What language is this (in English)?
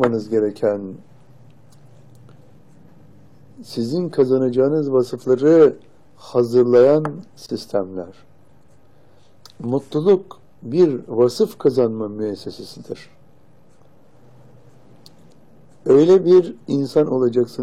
Turkish